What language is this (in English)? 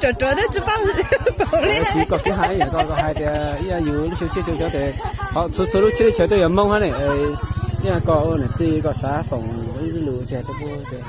Hmong